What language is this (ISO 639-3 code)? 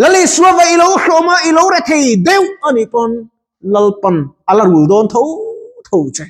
lus